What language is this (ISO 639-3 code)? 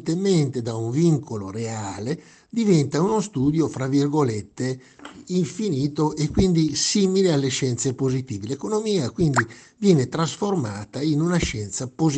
ita